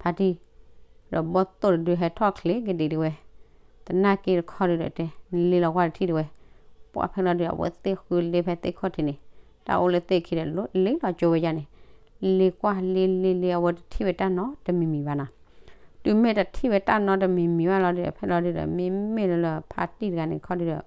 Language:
S'gaw Karen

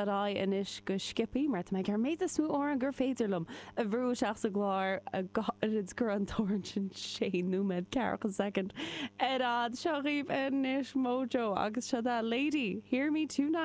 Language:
Irish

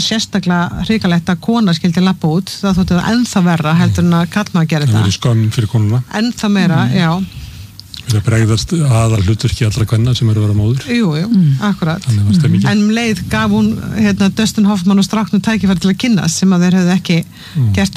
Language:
Icelandic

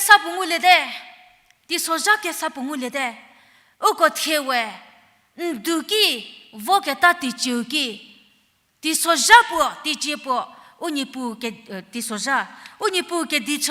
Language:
Angami Naga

